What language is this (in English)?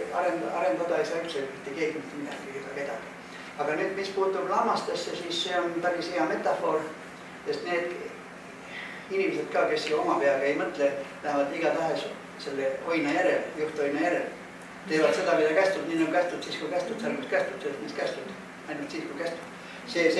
Estonian